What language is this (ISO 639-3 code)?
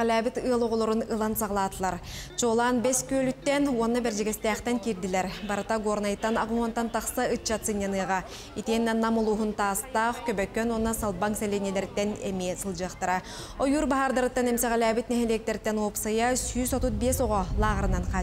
sah